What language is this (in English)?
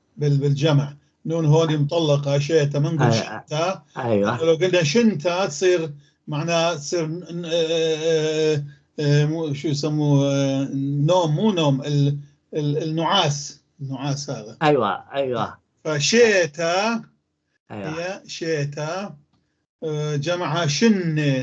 North Levantine Arabic